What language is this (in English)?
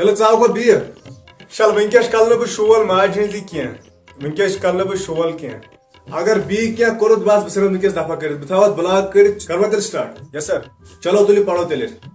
Kashmiri